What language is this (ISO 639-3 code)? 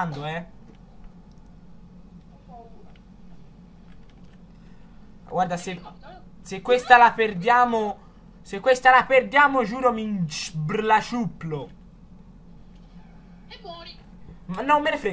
ita